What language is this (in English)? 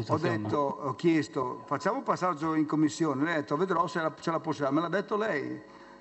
Italian